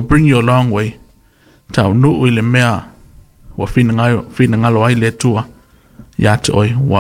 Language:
Samoan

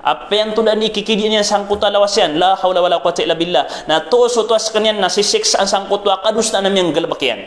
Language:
Maranao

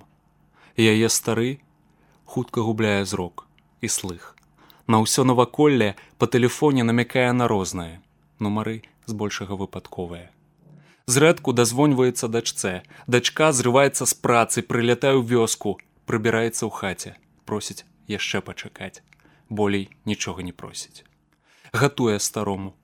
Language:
Belarusian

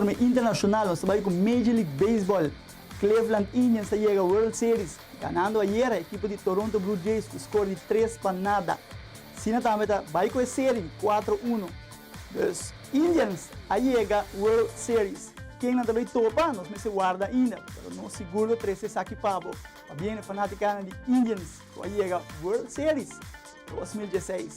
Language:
Papiamento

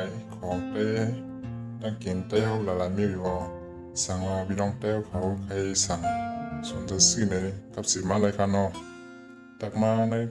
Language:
Shan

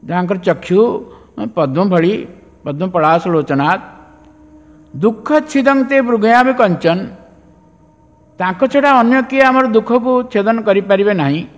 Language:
Odia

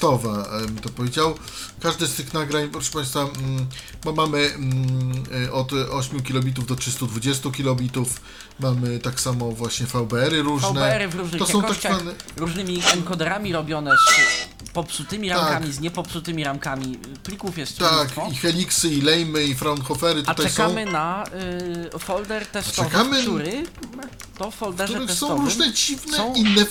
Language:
Polish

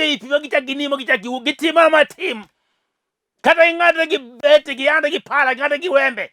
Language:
Luo (Kenya and Tanzania)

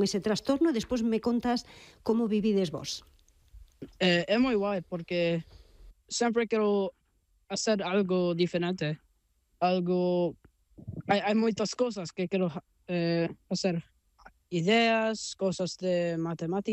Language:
Galician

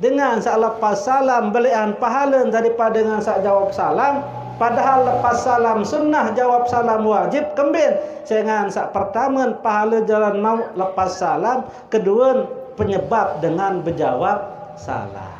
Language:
Sasak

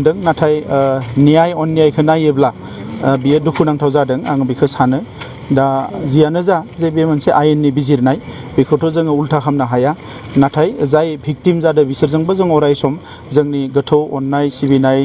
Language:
Bodo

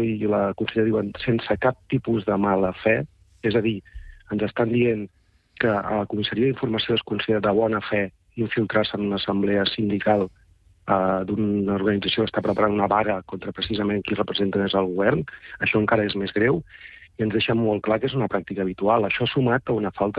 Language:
Catalan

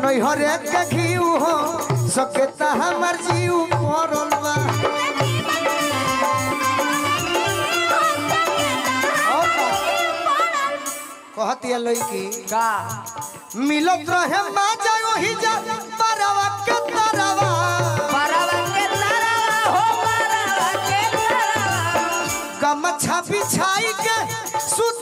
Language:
Bhojpuri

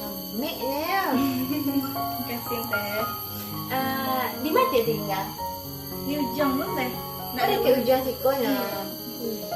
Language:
Minangkabau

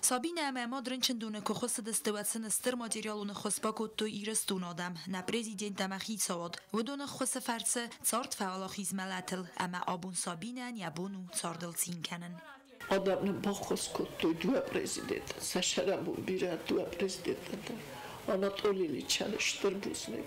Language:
Ossetic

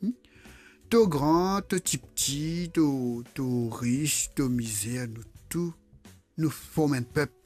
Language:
Morisyen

